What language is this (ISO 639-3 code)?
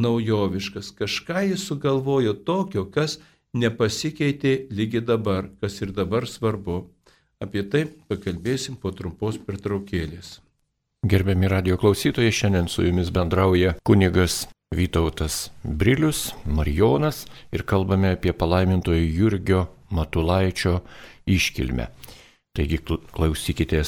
lit